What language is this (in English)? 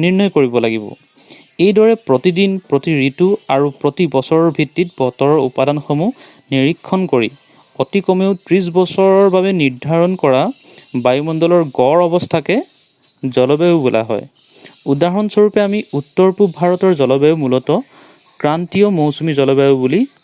Assamese